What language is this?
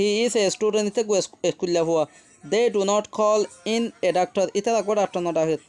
Rohingya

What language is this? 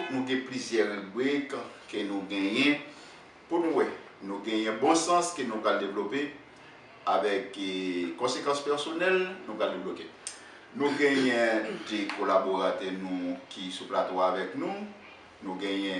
Haitian Creole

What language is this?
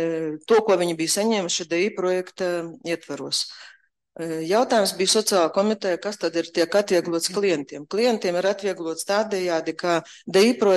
Latvian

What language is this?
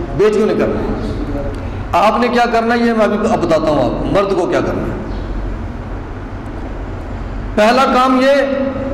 Urdu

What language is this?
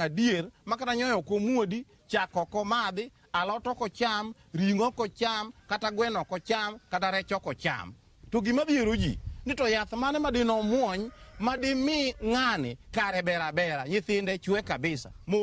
Luo (Kenya and Tanzania)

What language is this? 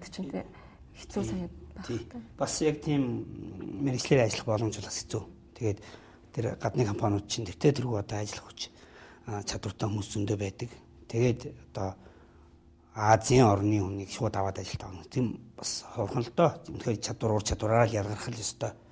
Mongolian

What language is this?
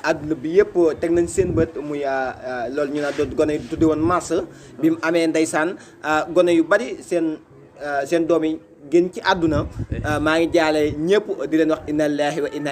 Wolof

